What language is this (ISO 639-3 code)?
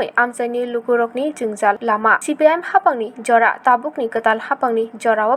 trp